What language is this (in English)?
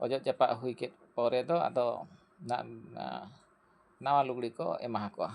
Santali